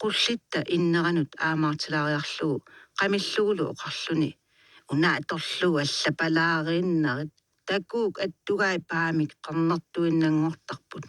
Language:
Kalaallisut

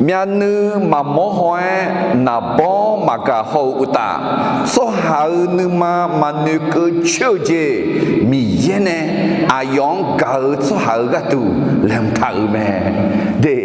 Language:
Akha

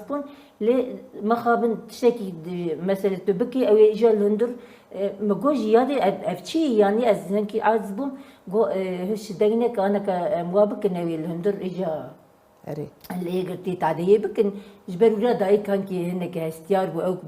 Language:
Kurdish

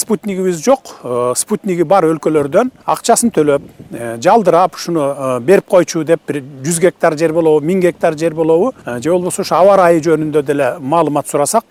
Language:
Kyrgyz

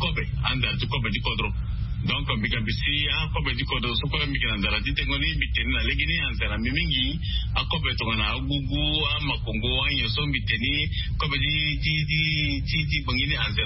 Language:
Sango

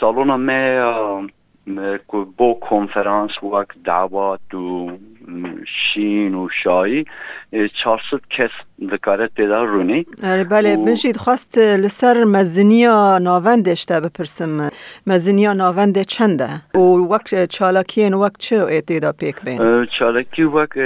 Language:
Kurdish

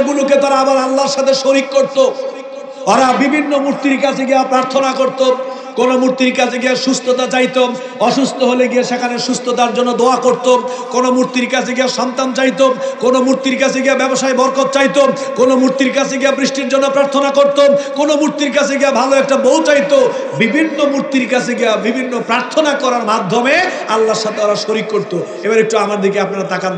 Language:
Bangla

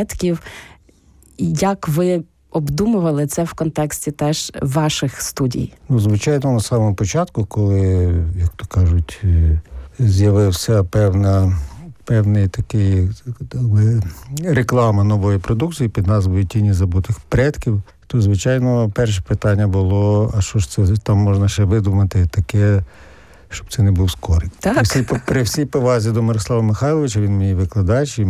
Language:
Ukrainian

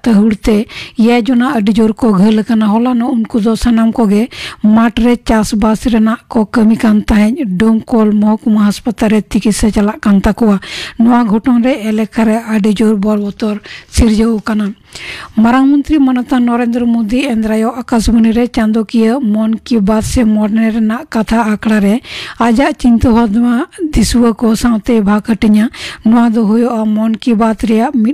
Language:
Santali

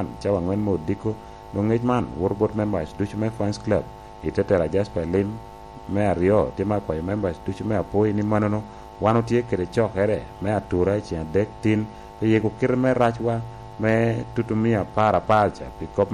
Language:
Lango (Uganda)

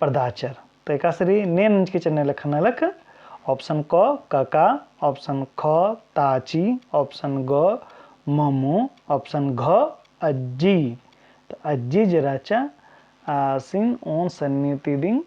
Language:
Kurukh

